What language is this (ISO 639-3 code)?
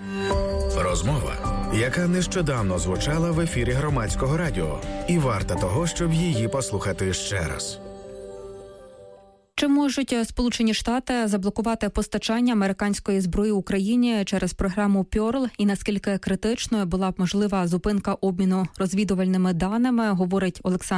ukr